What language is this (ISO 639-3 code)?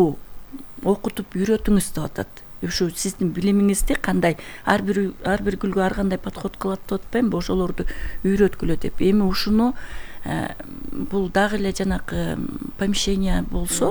kir